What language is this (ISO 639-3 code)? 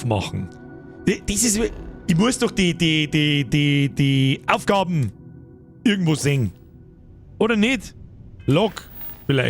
bar